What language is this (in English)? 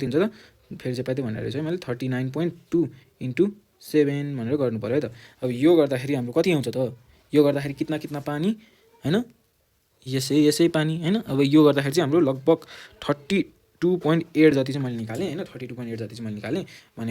Nepali